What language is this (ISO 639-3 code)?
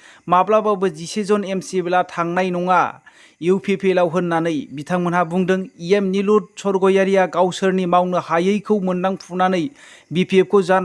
brx